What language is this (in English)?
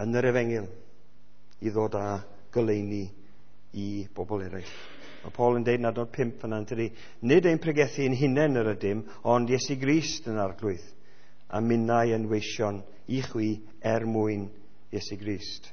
Welsh